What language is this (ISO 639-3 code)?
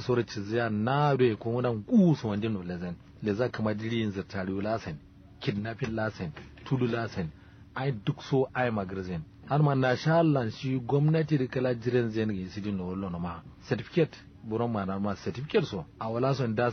kau